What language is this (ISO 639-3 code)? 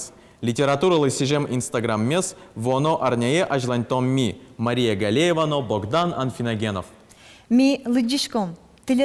udm